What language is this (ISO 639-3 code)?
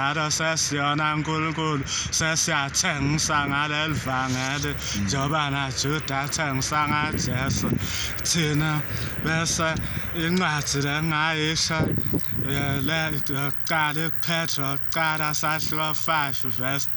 zul